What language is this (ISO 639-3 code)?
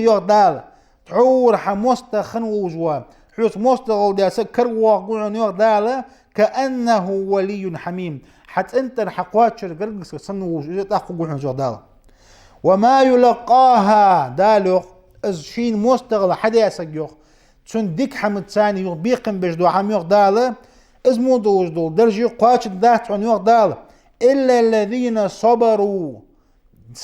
inh